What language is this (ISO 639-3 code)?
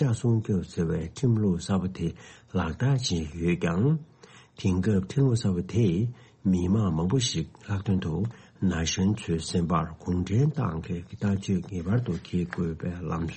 bod